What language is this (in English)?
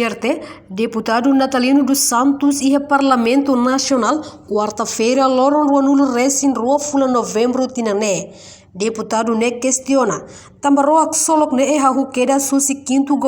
Tetum